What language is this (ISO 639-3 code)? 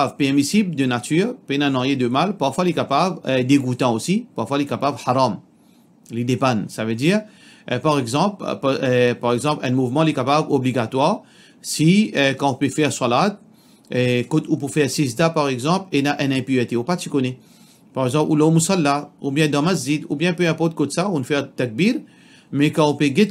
mfe